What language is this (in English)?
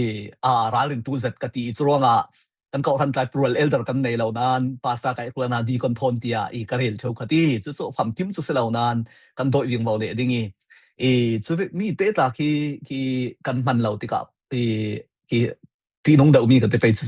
Falam Chin